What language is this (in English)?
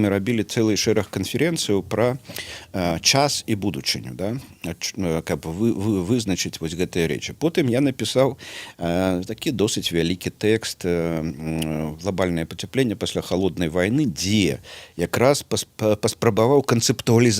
Belarusian